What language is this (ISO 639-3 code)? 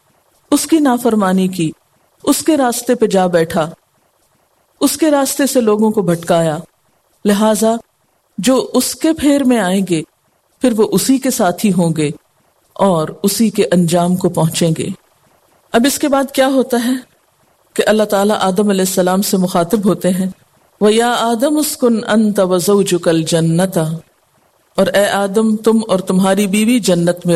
urd